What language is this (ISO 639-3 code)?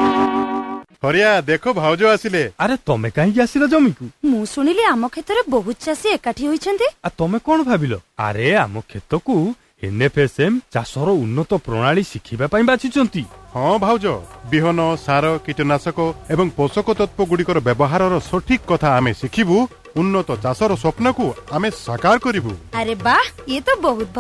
ori